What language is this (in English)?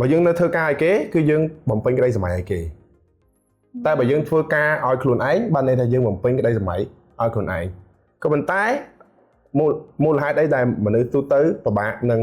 Khmer